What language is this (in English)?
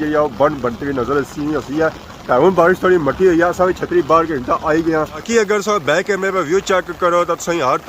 Pahari-Potwari